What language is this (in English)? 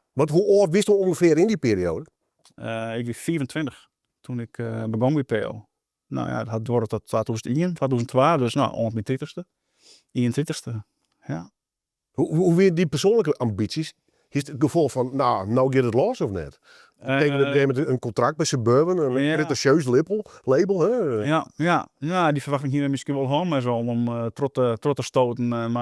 Western Frisian